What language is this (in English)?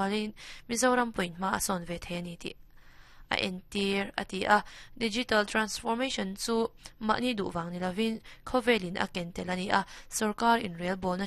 Mizo